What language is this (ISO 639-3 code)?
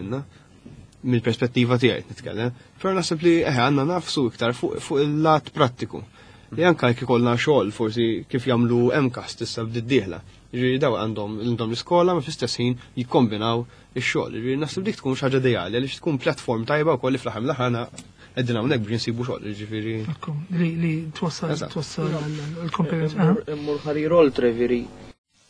mlt